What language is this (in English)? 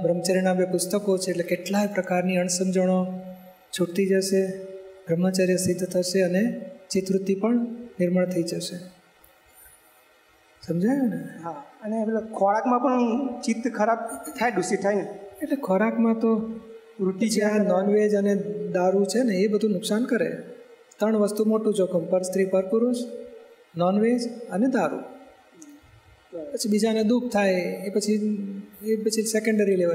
Gujarati